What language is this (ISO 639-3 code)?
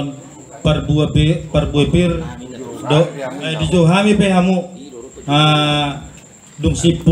bbc